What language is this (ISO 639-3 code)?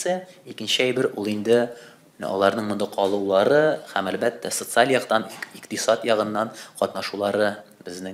tat